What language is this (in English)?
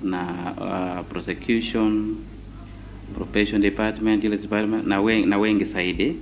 Meru